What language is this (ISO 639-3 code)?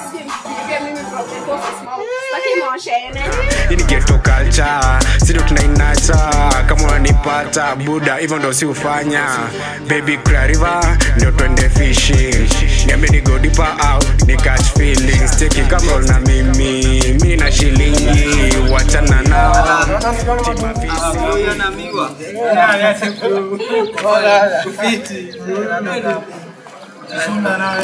swa